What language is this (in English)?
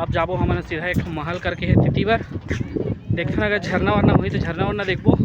Chhattisgarhi